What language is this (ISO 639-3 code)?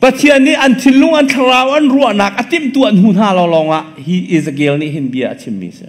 cnh